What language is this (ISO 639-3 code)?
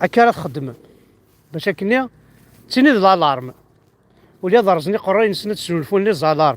kab